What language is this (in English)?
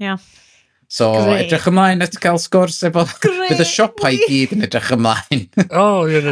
Welsh